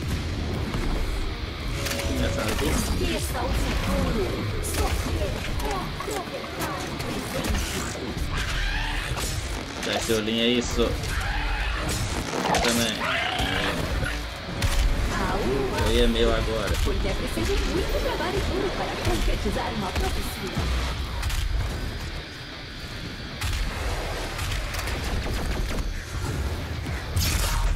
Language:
Portuguese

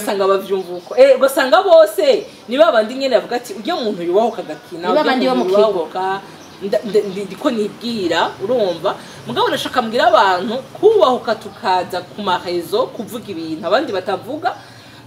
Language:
Rundi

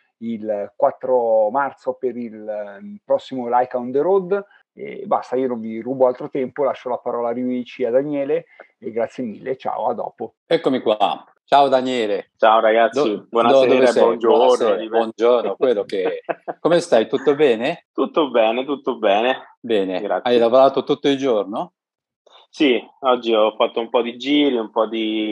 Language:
Italian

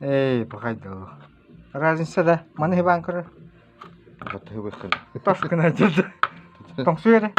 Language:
Yakut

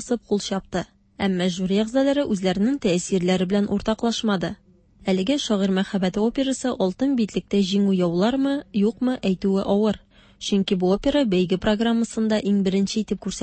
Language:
Tatar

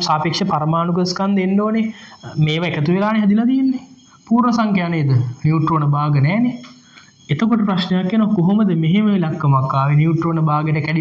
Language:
Sinhala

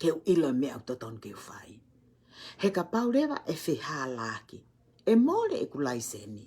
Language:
Tongan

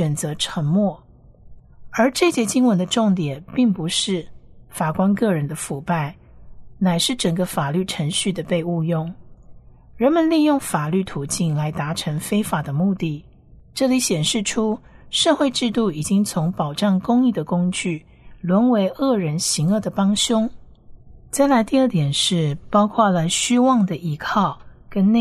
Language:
Chinese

